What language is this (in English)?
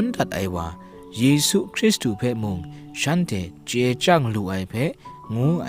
Kachin